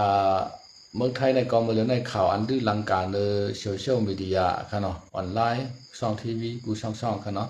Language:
Shan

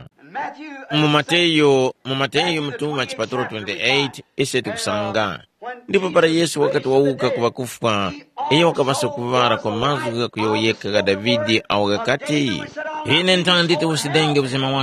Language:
Tumbuka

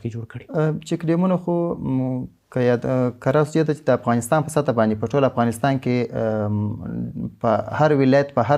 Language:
Pashto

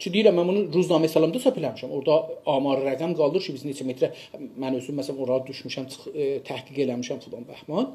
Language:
South Azerbaijani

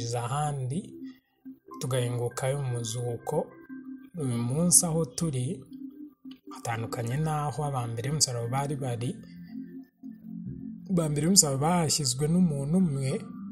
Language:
Kinyarwanda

